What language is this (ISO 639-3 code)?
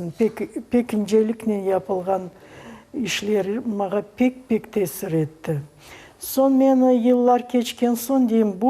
crh